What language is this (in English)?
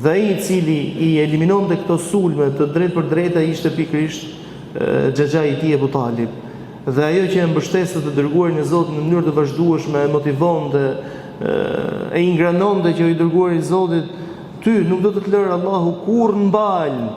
Albanian